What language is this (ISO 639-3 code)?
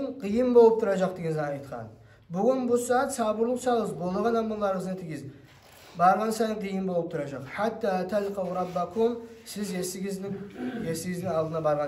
kum